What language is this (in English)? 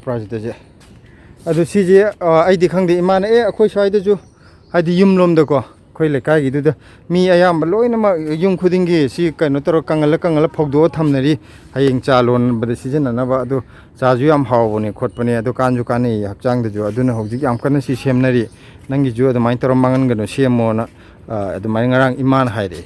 Manipuri